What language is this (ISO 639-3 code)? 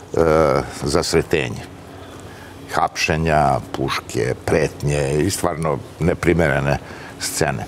srp